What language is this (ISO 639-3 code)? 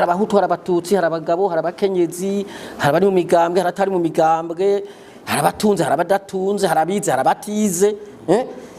run